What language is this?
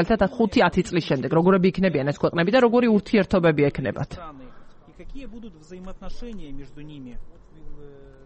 Georgian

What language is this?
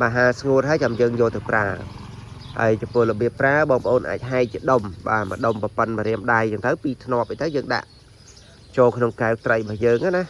Khmer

